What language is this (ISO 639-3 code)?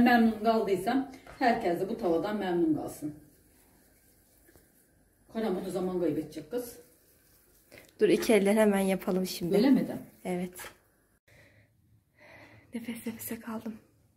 tur